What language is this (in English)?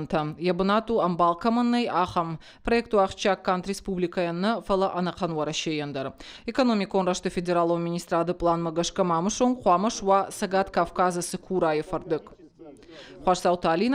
Ossetic